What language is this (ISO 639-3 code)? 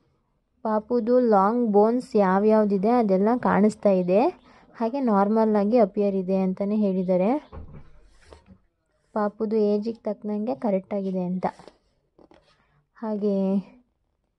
kan